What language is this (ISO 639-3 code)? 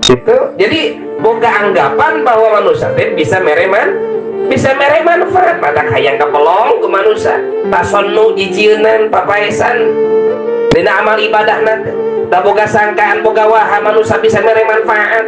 sun